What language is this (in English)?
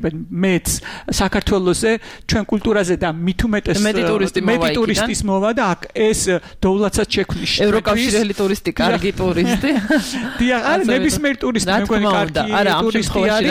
Georgian